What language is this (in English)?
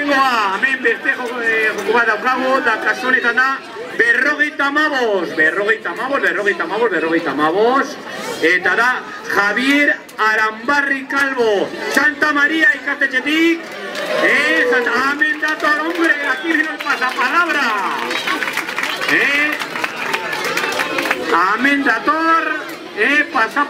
Basque